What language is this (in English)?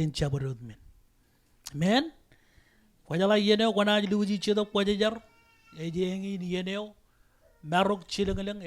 Marshallese